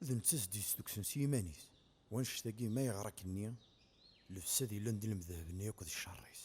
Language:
Kabyle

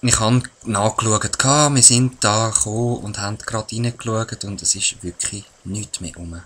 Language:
Swiss German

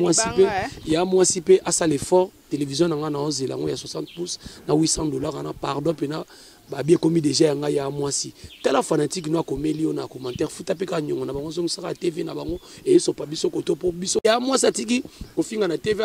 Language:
Lingala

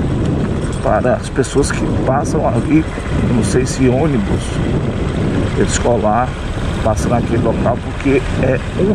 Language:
Portuguese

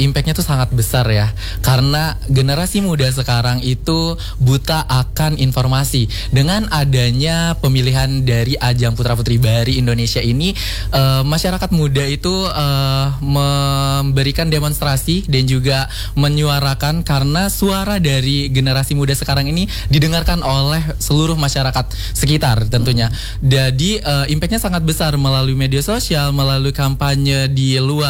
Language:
Indonesian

